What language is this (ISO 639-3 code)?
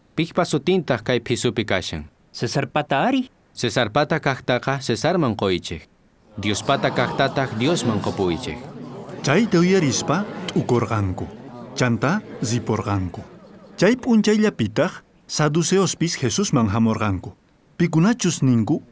quh